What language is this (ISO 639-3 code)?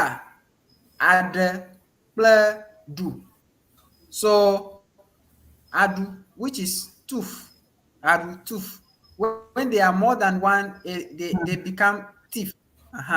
ewe